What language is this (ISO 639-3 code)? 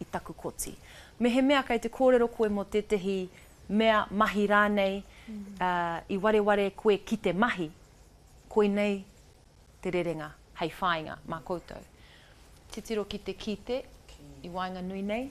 mri